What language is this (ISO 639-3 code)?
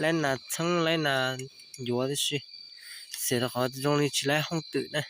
hmn